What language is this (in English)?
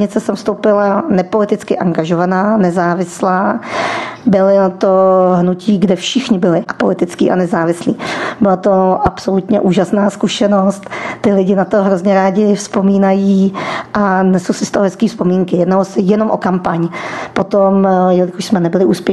Czech